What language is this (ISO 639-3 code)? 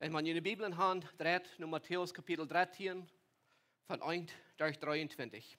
pdt